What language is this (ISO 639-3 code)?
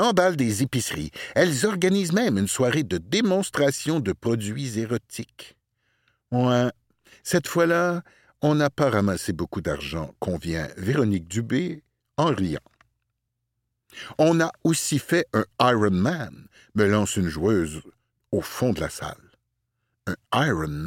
fra